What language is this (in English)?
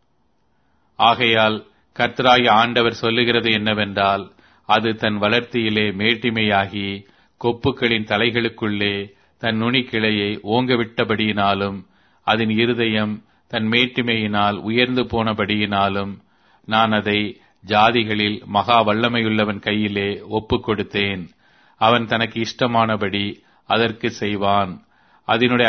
Tamil